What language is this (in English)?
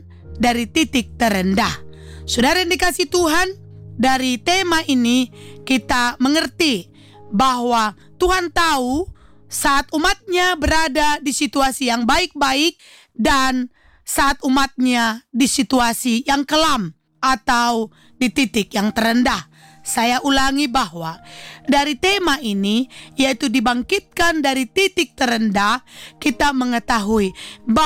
Indonesian